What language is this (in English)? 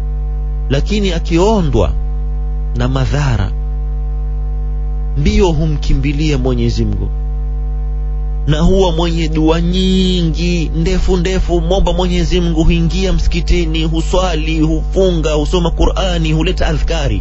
Swahili